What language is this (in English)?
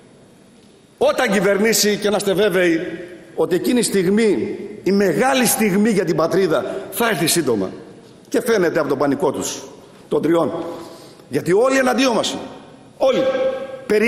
Greek